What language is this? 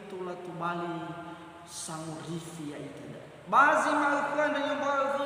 Nias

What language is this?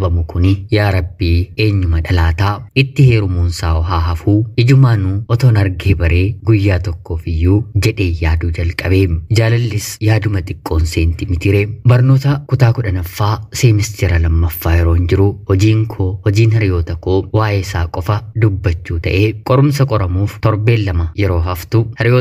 Oromo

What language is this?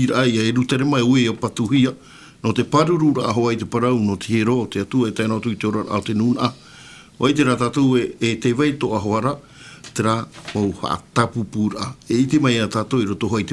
Tahitian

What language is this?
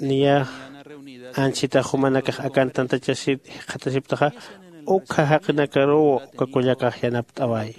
Aymara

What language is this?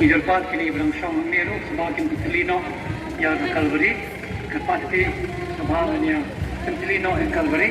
Khasi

